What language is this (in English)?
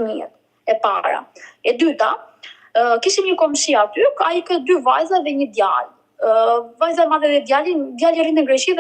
Albanian